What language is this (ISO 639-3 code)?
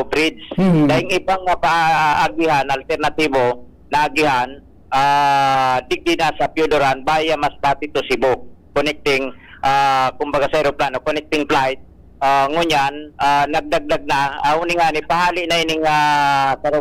bik